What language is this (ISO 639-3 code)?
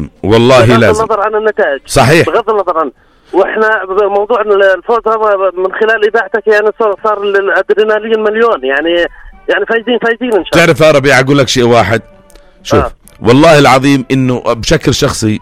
apc